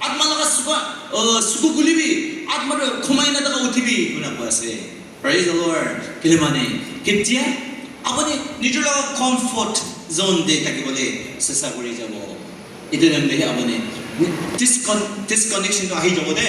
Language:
Naga Pidgin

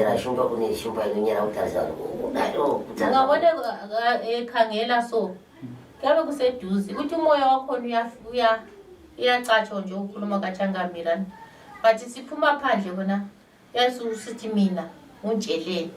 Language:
Shona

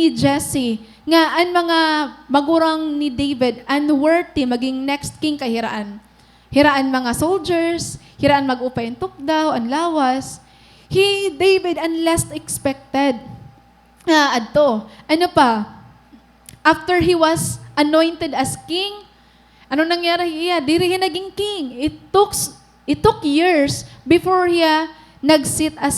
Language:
Waray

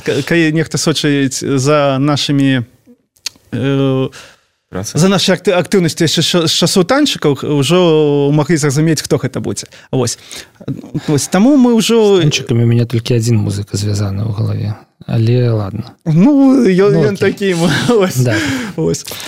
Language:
Belarusian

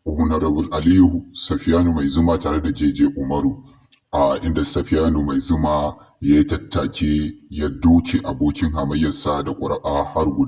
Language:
Hausa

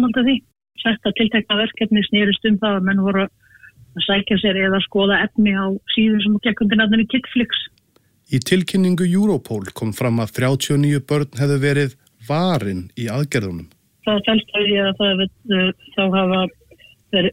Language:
Icelandic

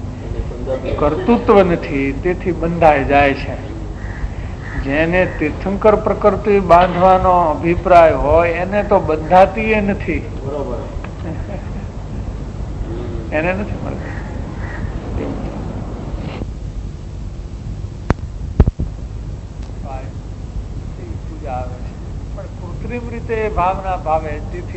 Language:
Gujarati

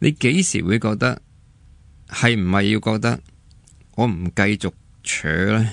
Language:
Cantonese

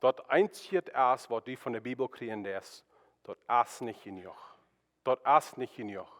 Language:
Plautdietsch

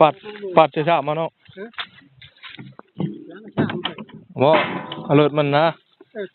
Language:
Northeastern Thai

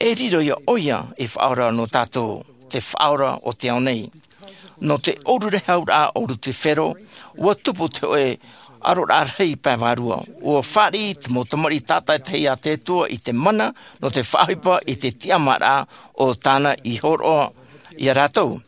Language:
Tahitian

